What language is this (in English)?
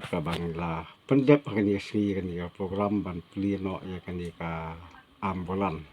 Khasi